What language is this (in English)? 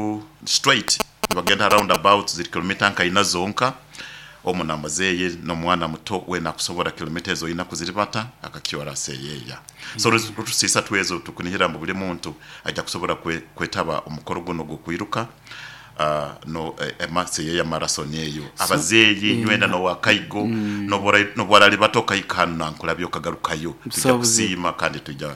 Nyoro